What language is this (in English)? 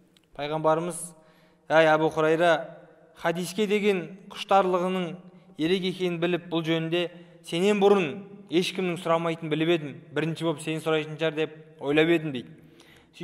Kazakh